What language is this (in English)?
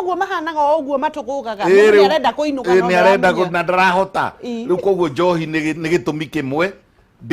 Kikuyu